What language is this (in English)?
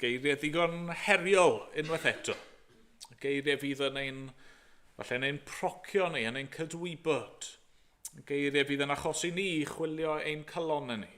Welsh